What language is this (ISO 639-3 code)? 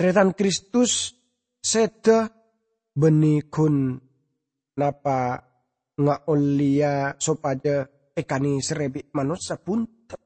mad